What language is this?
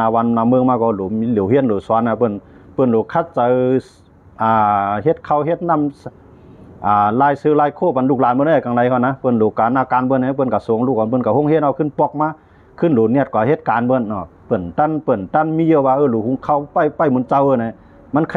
Shan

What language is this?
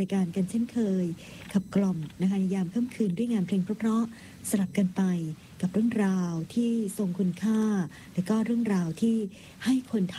Thai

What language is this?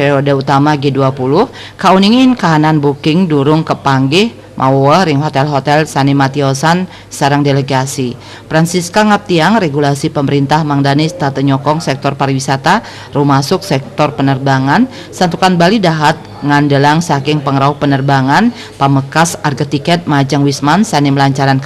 Balinese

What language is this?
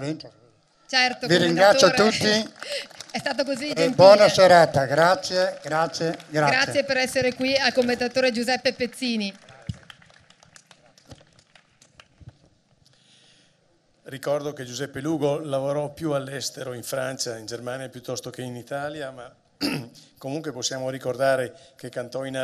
Italian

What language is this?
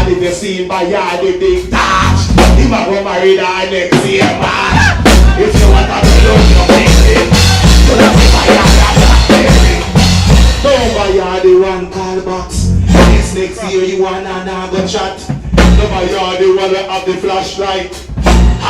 Jamaican Creole English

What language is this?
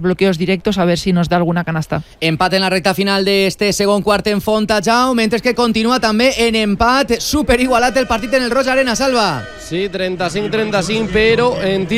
Catalan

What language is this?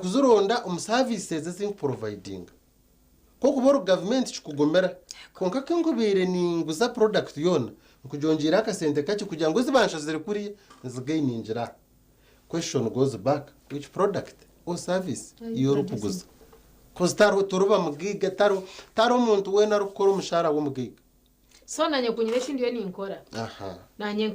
Nyankole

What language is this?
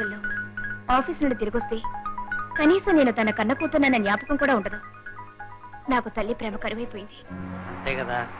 Telugu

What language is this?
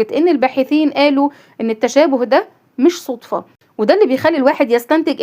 Egyptian Arabic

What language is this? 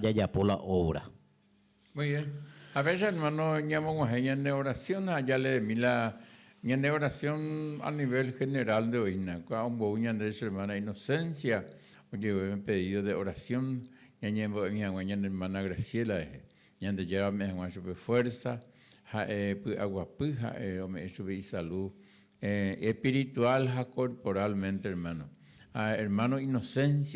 Guarani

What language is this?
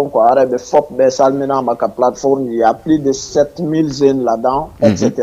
Fula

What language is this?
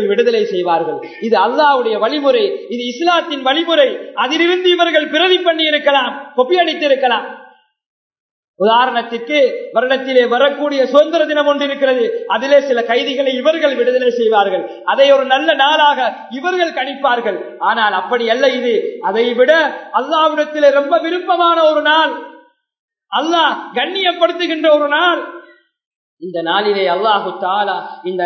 Tamil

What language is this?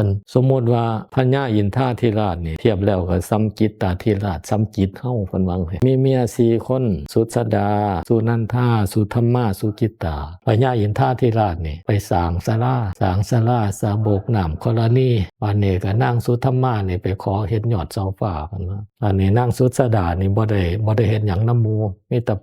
Northeastern Thai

